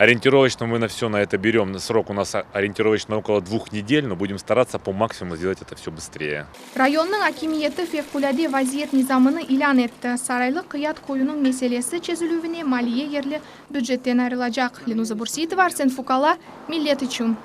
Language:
Crimean Tatar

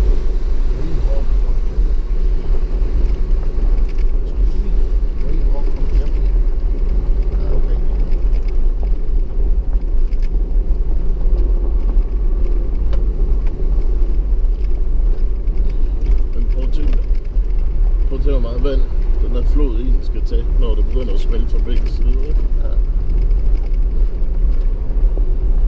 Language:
Danish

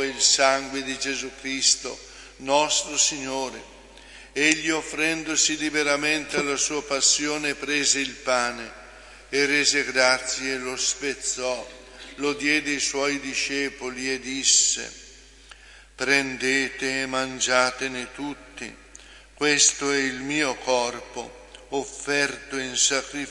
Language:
Italian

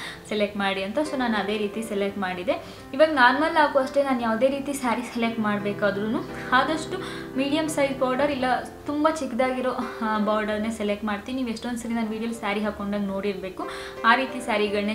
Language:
Kannada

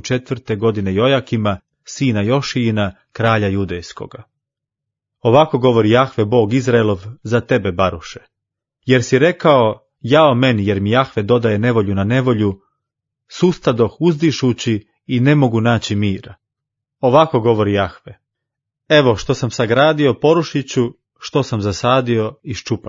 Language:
Croatian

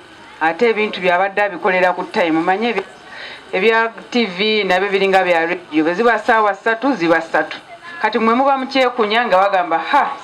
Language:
Ganda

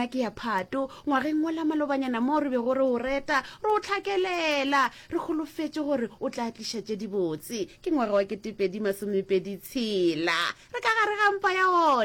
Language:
Northern Sotho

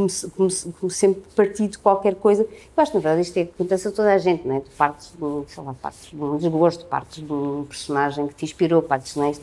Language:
Portuguese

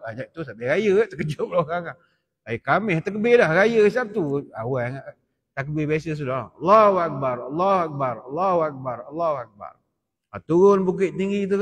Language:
Malay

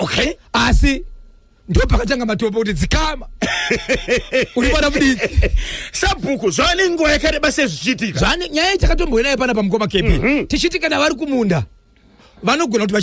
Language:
Shona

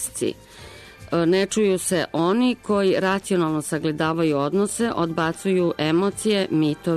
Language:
Serbian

